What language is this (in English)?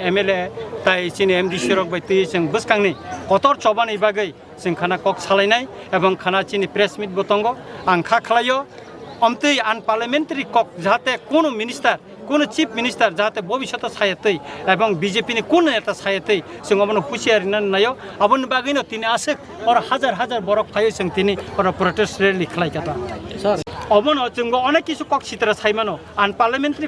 Kok Borok